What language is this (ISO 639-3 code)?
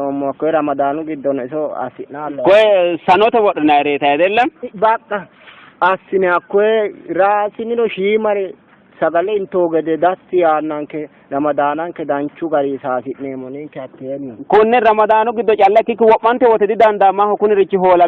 sid